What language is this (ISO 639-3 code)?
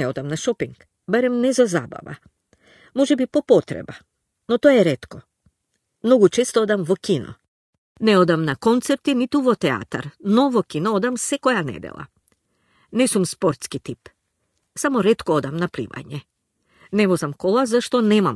mkd